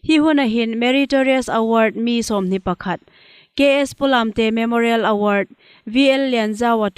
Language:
Hmar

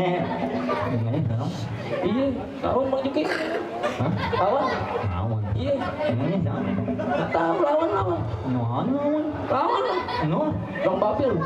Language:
Betawi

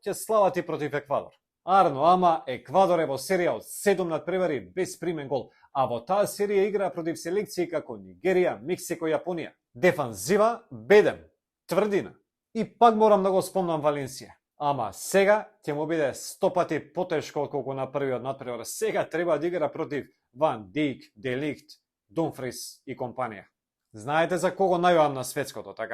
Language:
Macedonian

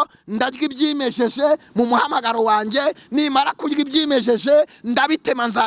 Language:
Kinyarwanda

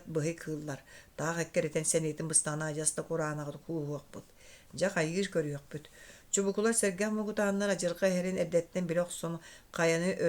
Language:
Yakut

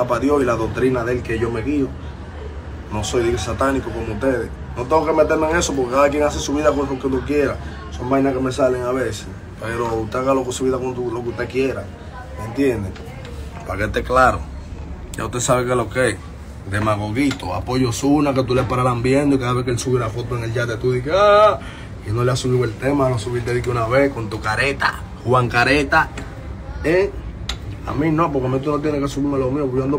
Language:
Spanish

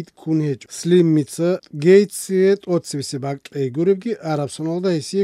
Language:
Avaric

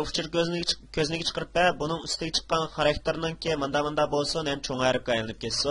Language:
Uyghur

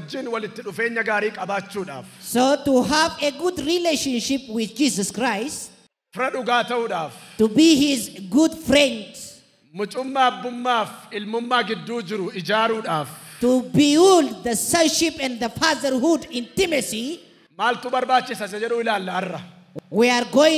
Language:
Oromo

